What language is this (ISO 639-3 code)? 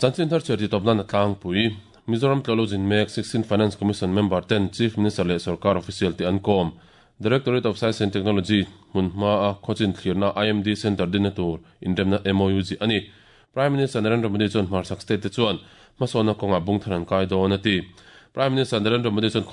lus